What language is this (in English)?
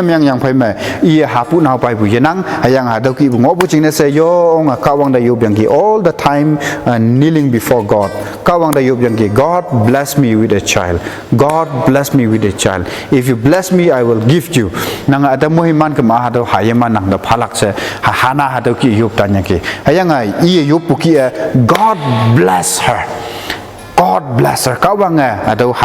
Konyak Naga